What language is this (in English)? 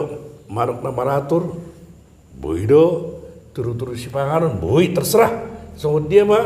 Batak Toba